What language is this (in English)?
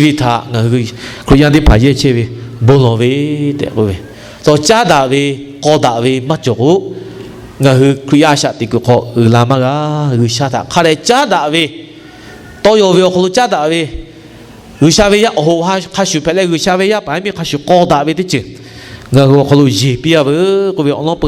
Lahu